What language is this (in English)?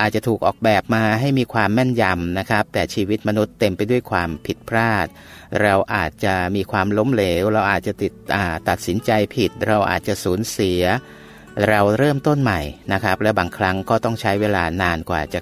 Thai